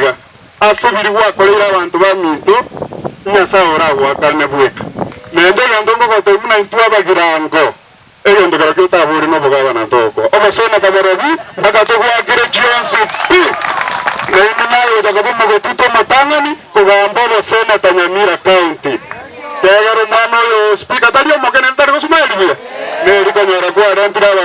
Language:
Gusii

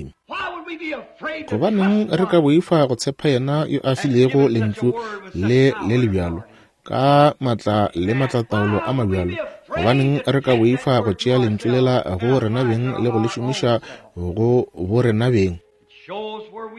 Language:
Northern Sotho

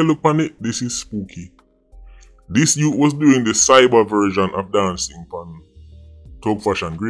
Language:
Jamaican Creole English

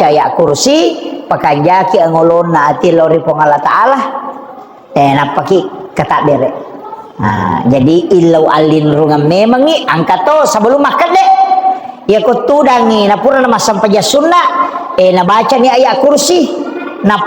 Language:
Buginese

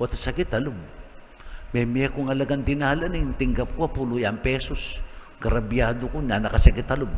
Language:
Pampanga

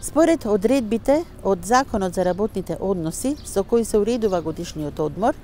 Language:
Macedonian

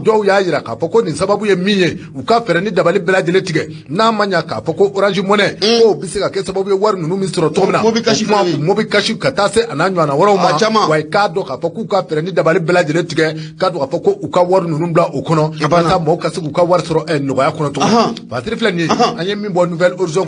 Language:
Bambara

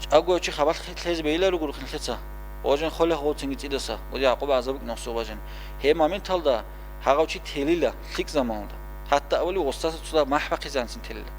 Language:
Avaric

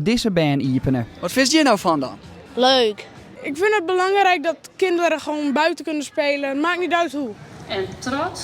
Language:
Western Frisian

